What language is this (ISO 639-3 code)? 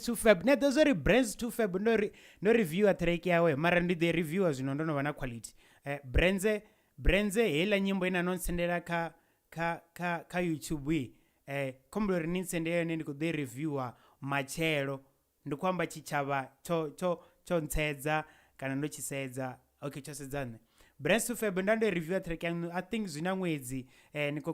ven